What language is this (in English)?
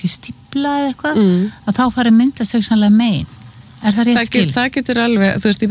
Icelandic